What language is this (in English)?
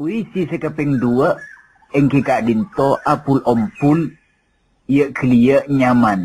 Madurese